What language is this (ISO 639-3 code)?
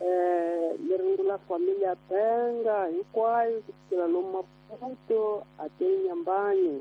tso